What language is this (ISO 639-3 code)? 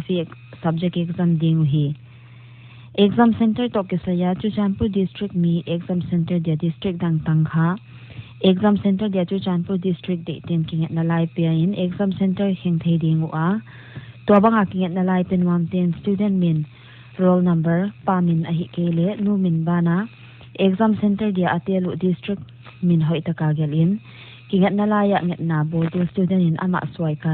pck